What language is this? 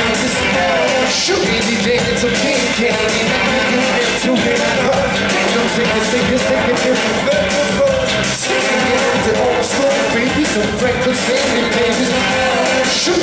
Swedish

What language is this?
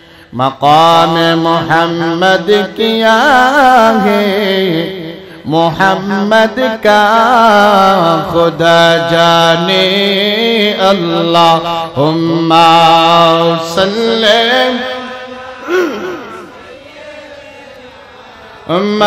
Bangla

